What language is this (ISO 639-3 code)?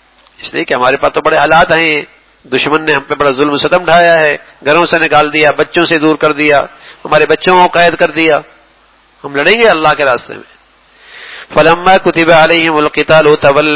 urd